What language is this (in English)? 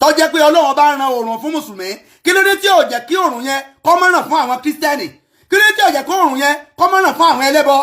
Yoruba